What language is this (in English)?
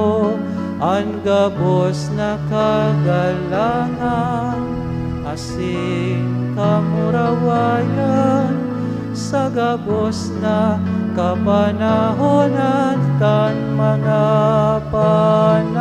Bikol